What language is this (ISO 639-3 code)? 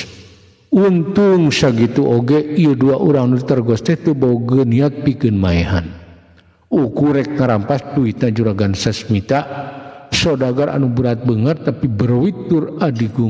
sun